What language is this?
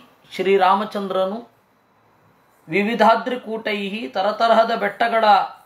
Kannada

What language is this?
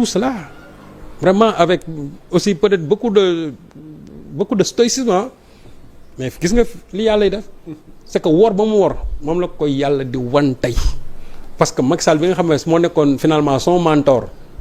Wolof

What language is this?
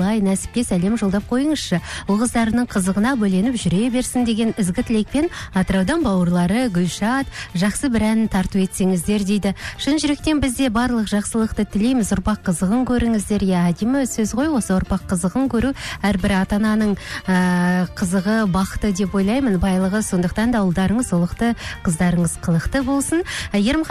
Kazakh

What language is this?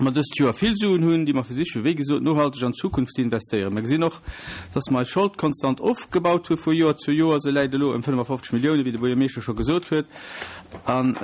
Luxembourgish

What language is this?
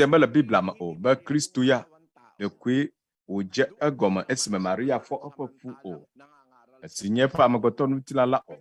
Ewe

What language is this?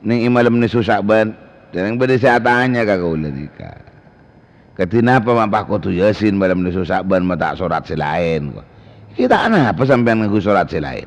Madurese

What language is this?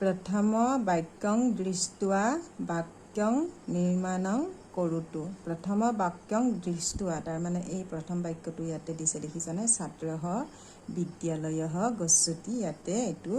Assamese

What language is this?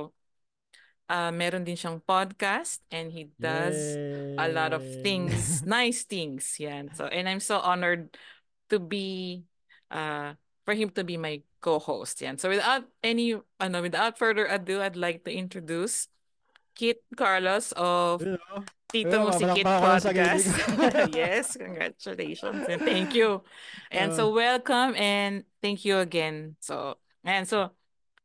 Filipino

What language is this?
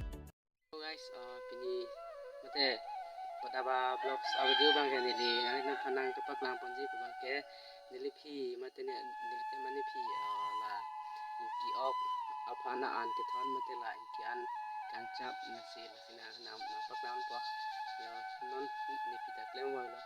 Karbi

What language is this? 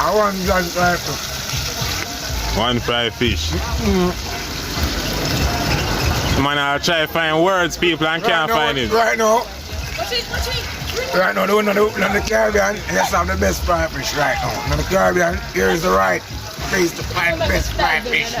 Jamaican Creole English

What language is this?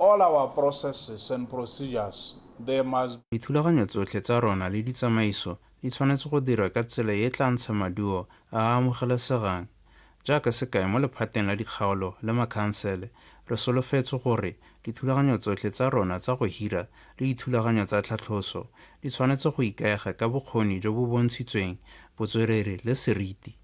Tswana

